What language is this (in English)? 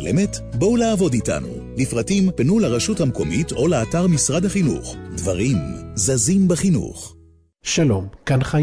Hebrew